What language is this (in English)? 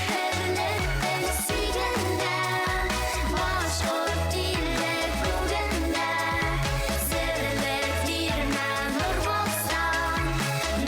Bashkir